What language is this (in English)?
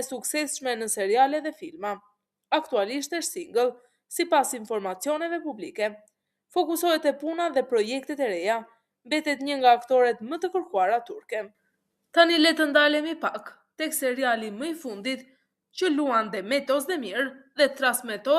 Albanian